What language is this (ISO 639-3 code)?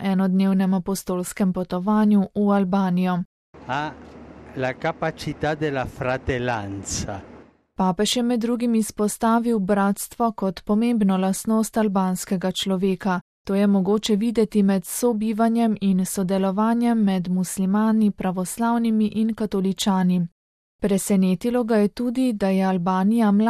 slv